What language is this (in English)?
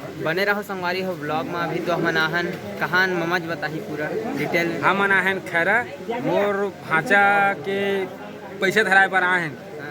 Chhattisgarhi